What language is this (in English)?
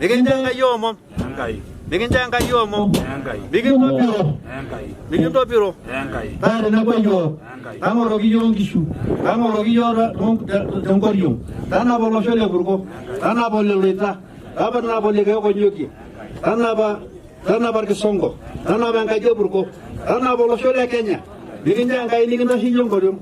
Masai